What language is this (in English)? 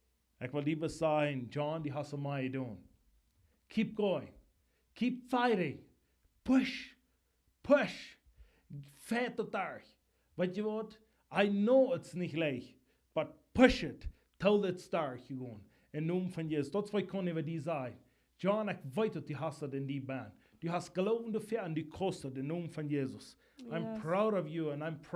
Plautdietsch